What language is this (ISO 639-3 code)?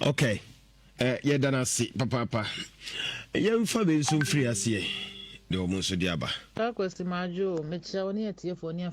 aka